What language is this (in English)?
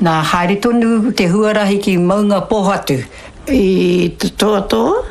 Māori